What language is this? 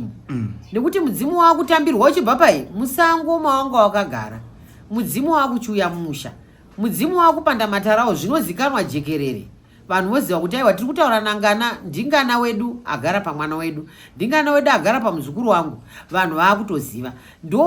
Shona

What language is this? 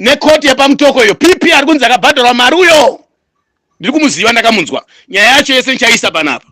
Shona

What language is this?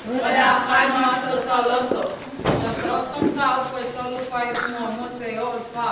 Samoan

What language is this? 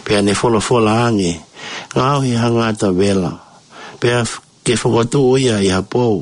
Tongan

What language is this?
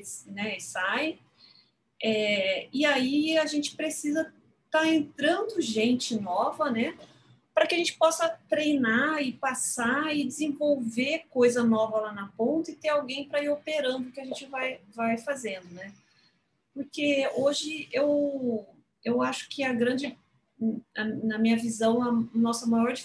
Portuguese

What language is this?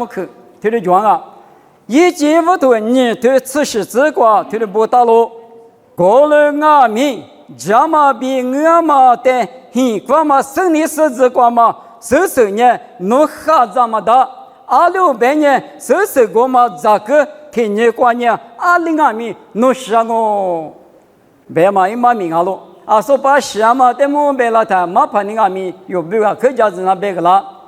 Lisu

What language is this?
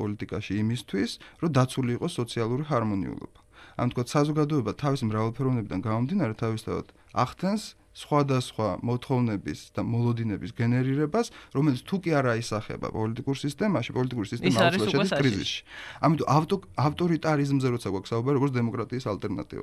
Georgian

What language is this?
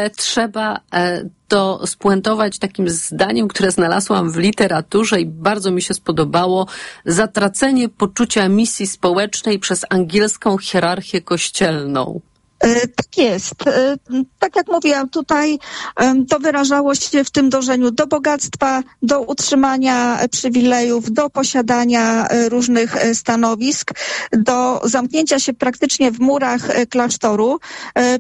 Polish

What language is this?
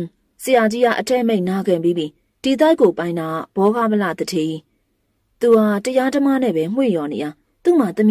Burmese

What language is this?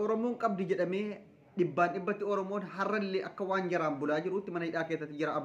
Oromo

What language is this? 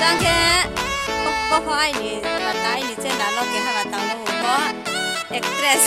Riang (India)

